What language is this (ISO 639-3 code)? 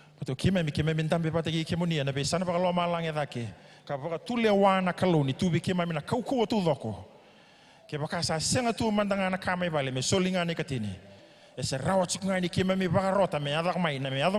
fij